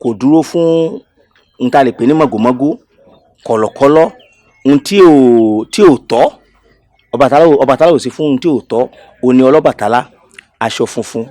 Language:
Yoruba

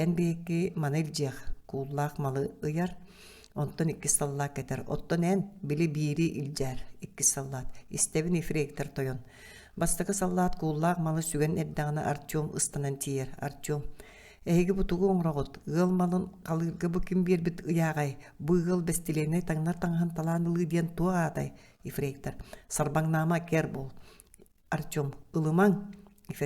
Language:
Yakut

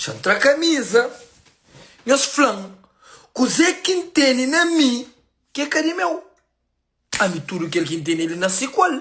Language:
Kabuverdianu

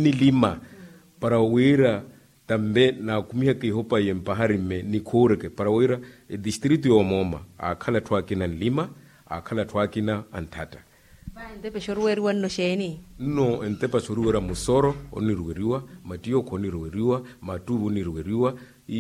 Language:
Makhuwa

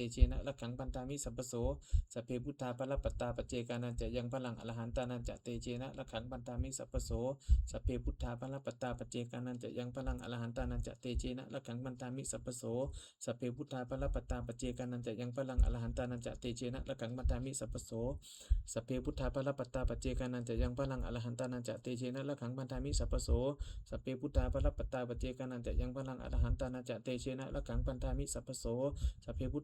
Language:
Pali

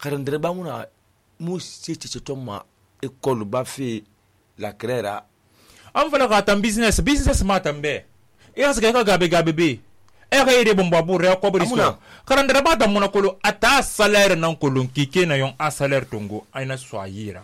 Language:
Susu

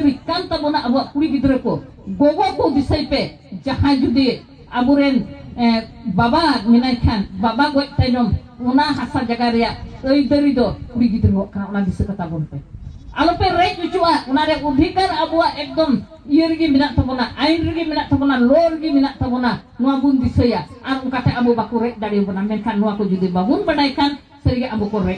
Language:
Santali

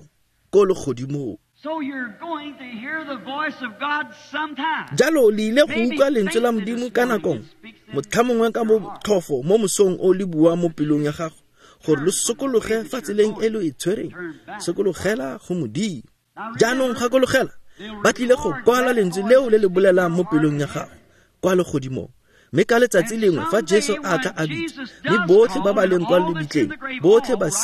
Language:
Tswana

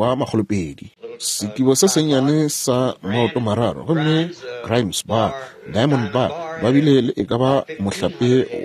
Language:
Northern Sotho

